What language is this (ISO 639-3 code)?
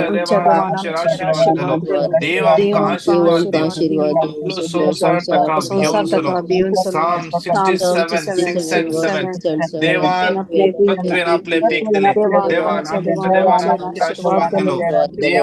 kok